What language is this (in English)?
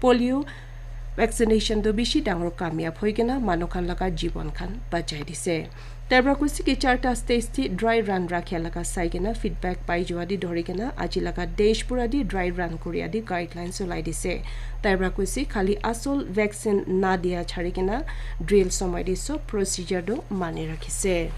Naga Pidgin